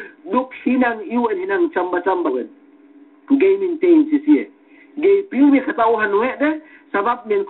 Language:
Yakan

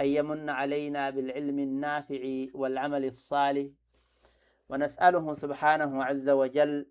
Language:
Oromo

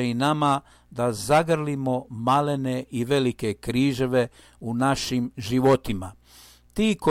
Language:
Croatian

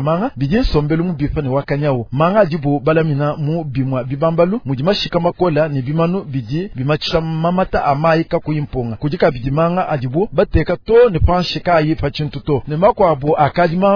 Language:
Luba-Lulua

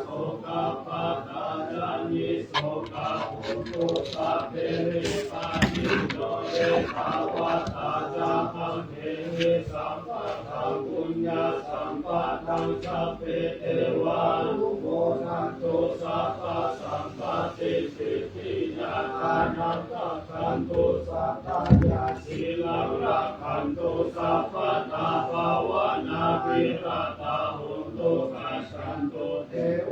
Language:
Pali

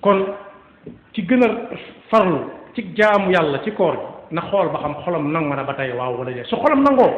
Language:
Wolof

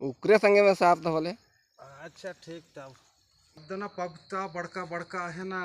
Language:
Sadri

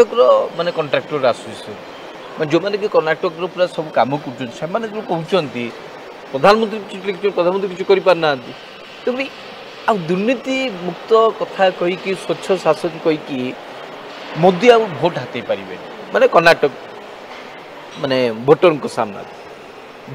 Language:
Odia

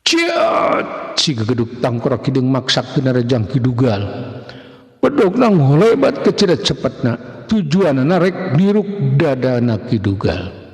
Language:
Sundanese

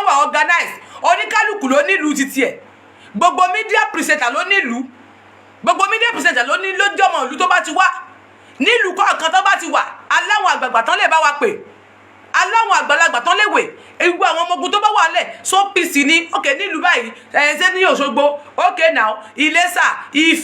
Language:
Yoruba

